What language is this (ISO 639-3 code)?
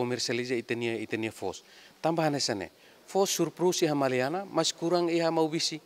tet